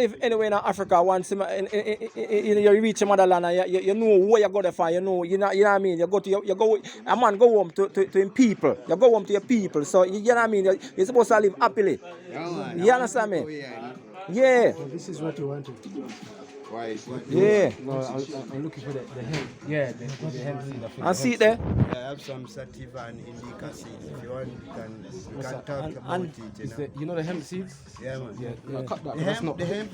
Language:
Jamaican Creole English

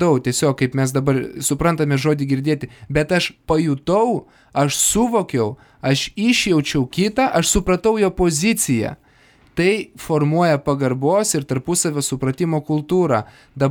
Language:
Lithuanian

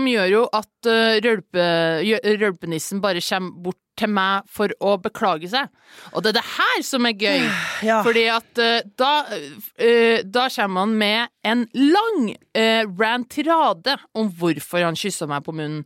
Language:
Norwegian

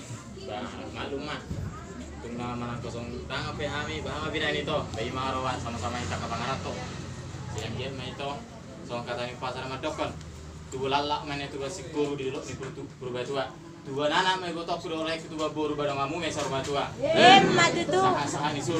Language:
Batak Toba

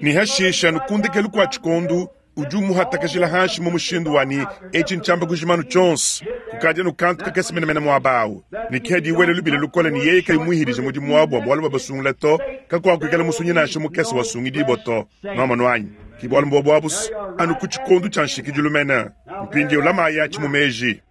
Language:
Luba-Lulua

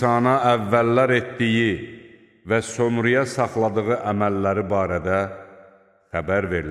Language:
Azerbaijani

